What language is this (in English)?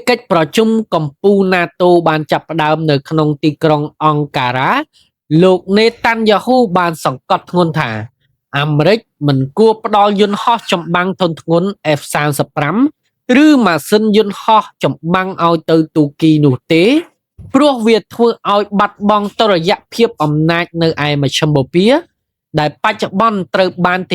Khmer